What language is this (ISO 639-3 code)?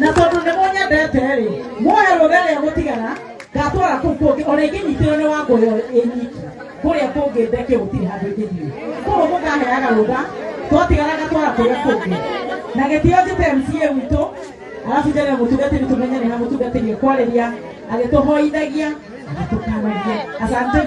kik